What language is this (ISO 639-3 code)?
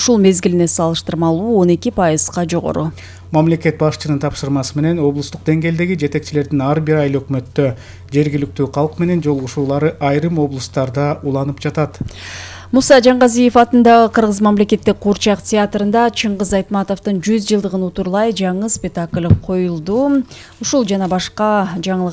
kir